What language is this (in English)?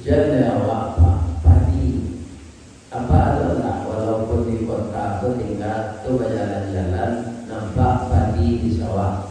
Minangkabau